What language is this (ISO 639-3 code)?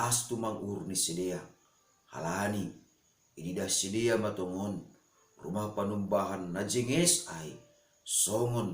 bts